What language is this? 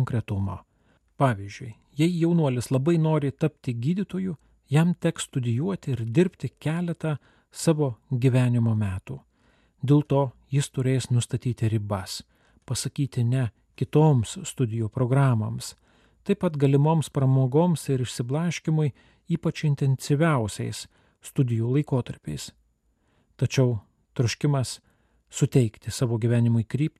Lithuanian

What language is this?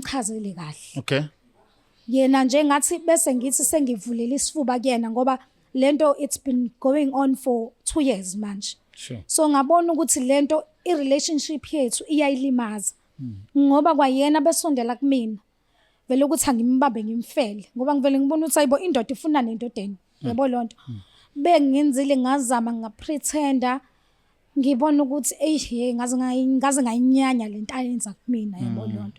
Zulu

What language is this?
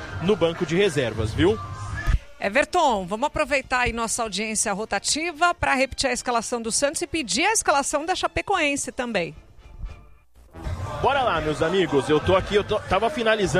Portuguese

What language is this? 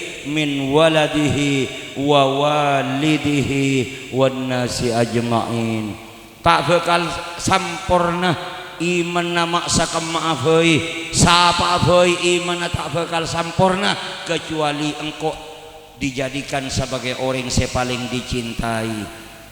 Madurese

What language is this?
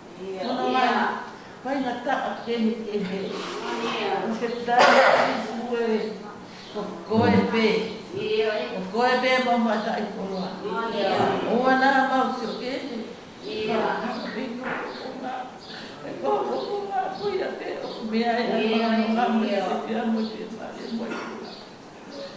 Tongan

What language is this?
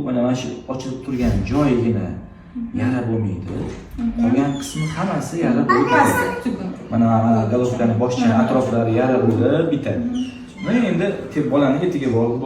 Uzbek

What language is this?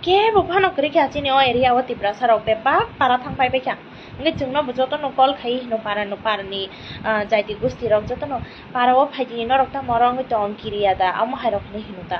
Kok Borok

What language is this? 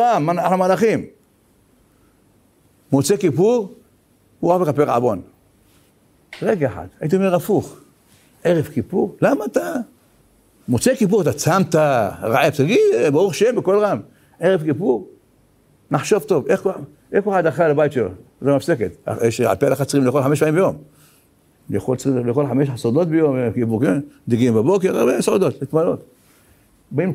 Hebrew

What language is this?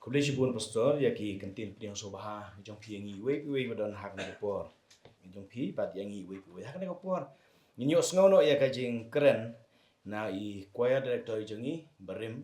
Khasi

